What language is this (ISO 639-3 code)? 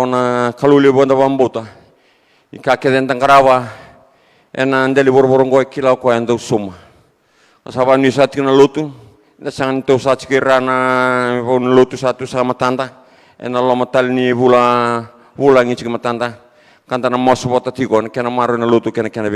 fij